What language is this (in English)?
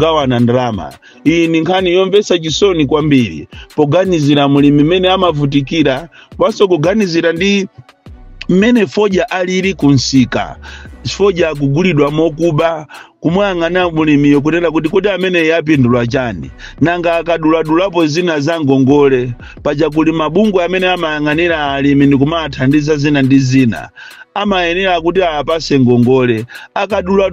Nyanja